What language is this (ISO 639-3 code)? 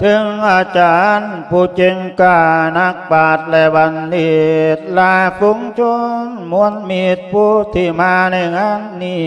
lao